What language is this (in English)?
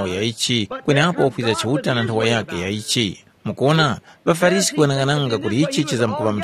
Tumbuka